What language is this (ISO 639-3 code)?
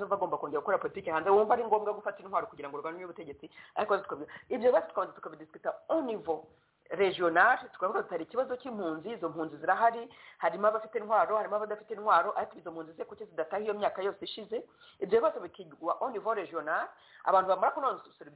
kin